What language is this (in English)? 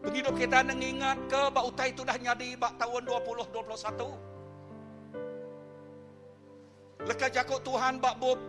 Iban